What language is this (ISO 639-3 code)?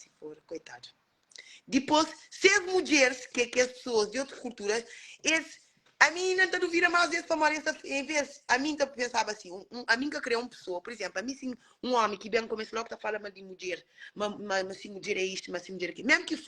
kea